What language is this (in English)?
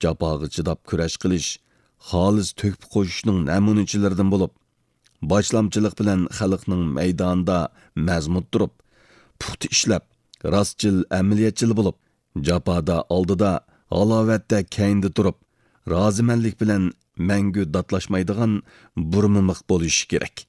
Uyghur